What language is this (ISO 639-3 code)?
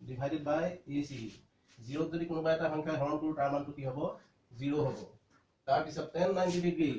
asm